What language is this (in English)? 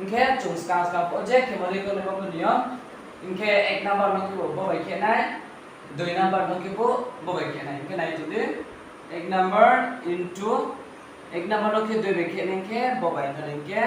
Riang (India)